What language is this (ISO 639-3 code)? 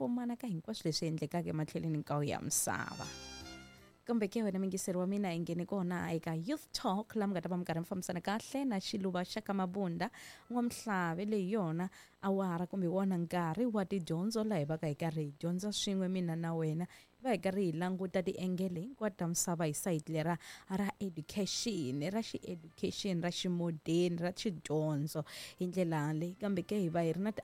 tso